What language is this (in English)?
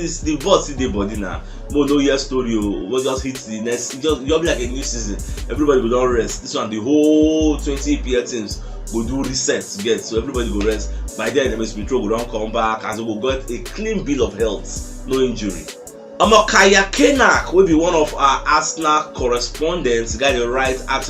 Nigerian Pidgin